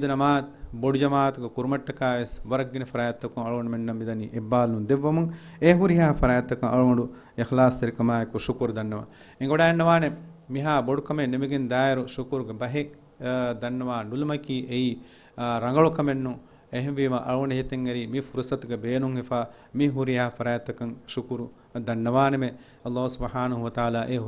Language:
Divehi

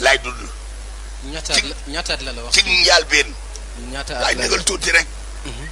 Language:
Wolof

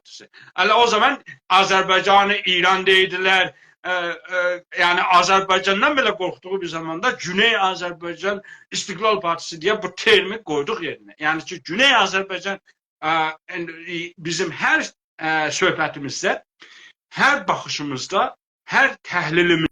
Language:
South Azerbaijani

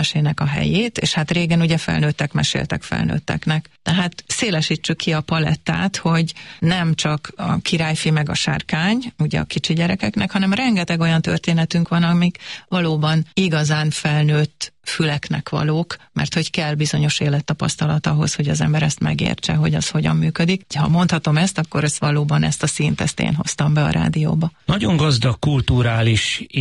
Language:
Hungarian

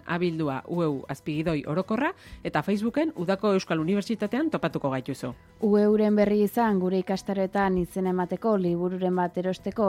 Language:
Basque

